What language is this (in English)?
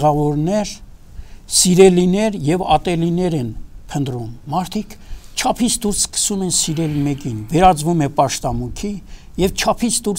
Armenian